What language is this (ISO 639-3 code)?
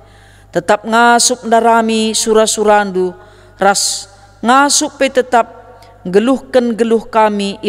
btx